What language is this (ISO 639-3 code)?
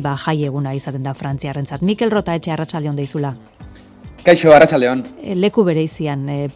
eus